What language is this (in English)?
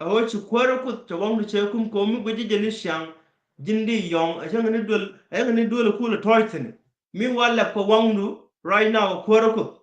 Nuer